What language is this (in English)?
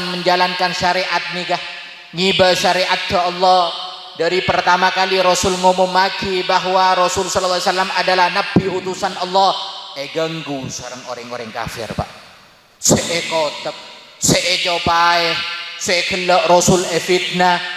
Madurese